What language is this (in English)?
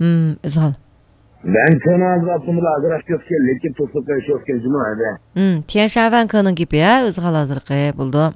Uyghur